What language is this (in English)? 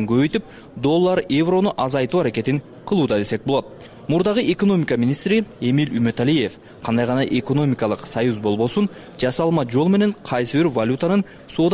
Kyrgyz